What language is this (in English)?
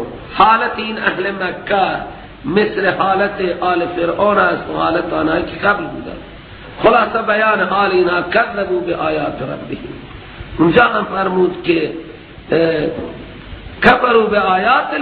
Persian